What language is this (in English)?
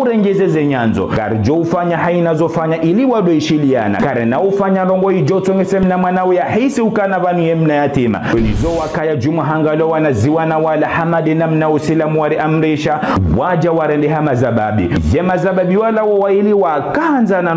Ngazidja Comorian